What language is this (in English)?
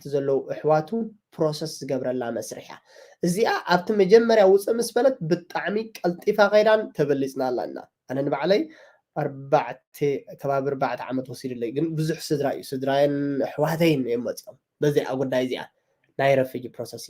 Tigrinya